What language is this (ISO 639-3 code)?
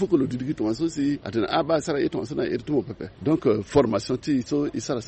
sag